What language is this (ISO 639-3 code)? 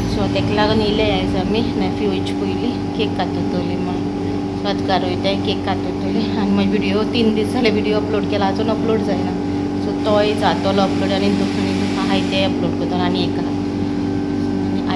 kok